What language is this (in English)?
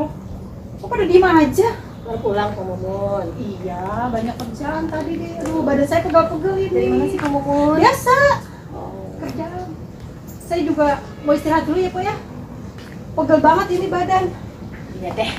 Betawi